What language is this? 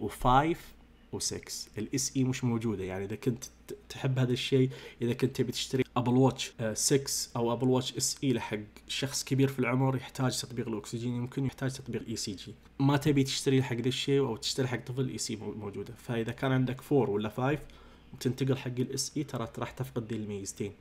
Najdi Arabic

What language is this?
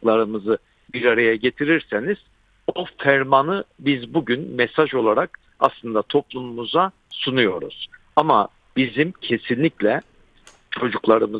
Turkish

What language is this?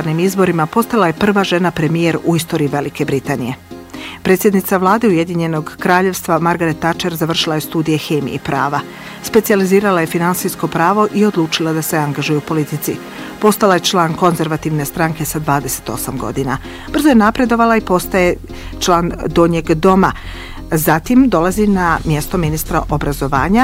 Bosnian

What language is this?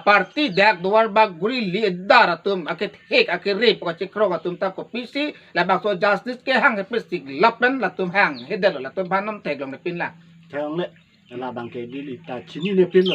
Karbi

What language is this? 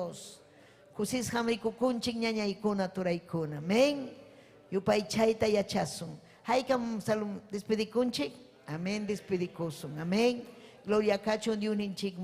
Ayacucho Quechua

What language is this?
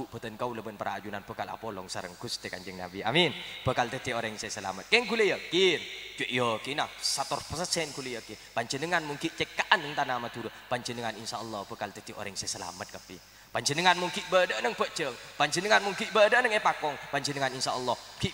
Madurese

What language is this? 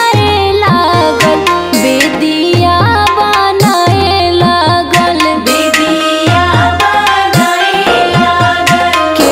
Bhojpuri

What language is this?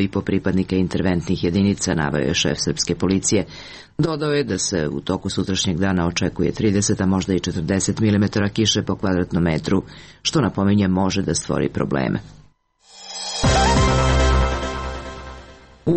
Serbian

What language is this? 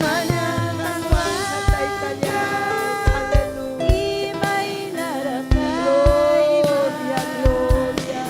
Ayacucho Quechua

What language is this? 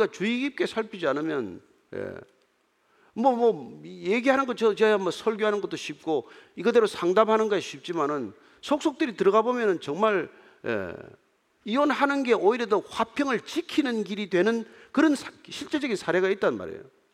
Korean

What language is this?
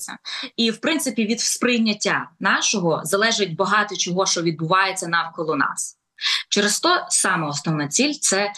Ukrainian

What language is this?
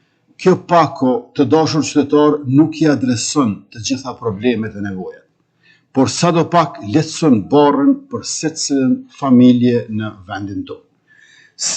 Albanian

